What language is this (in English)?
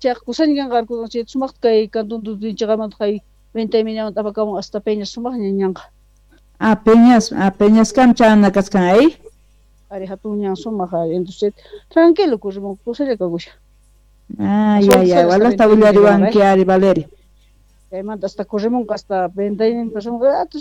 South Bolivian Quechua